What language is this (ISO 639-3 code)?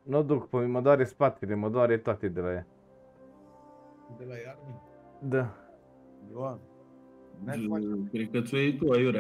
ron